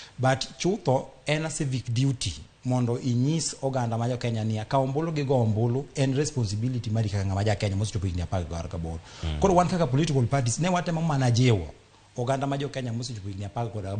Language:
Luo (Kenya and Tanzania)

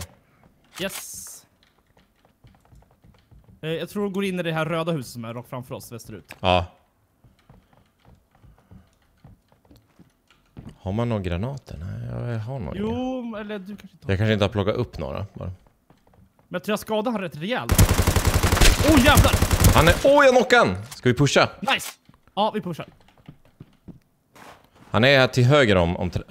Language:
Swedish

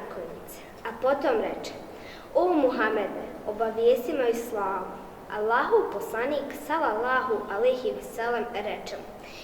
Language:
Bosnian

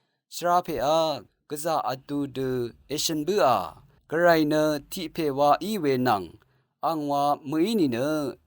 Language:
Rawang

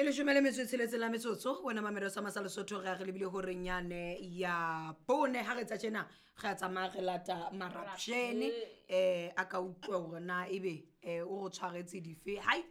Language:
Southern Sotho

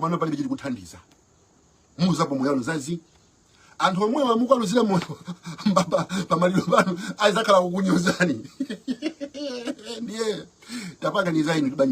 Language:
Nyanja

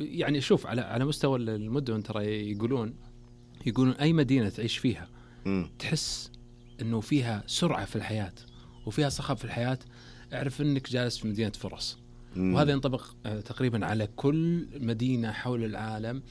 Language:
Najdi Arabic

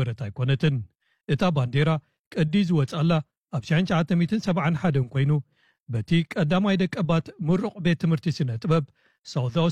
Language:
Tigrinya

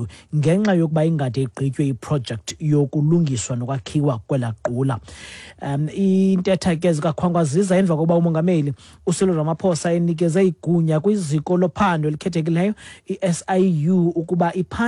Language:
Xhosa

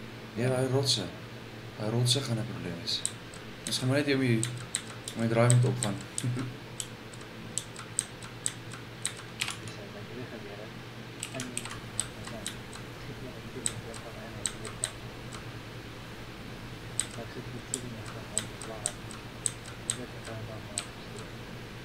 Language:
Afrikaans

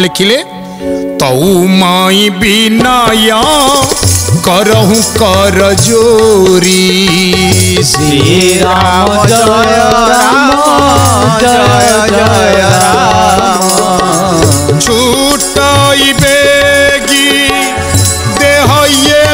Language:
Odia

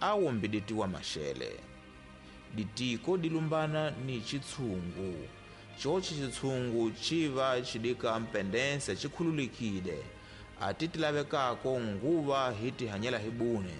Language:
Tsonga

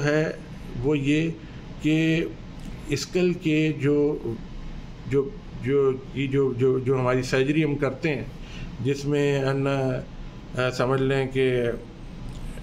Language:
Urdu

